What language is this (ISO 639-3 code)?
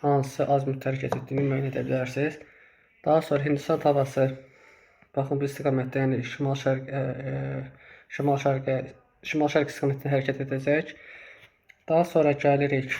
aze